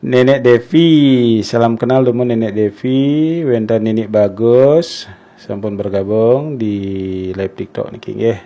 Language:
Balinese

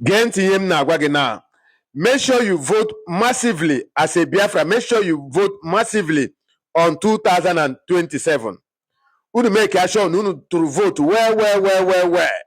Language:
Igbo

